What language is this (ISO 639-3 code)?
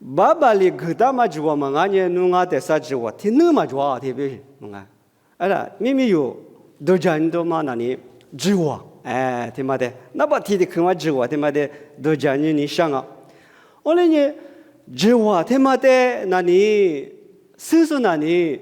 lis